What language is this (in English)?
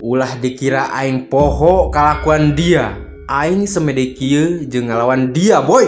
Sundanese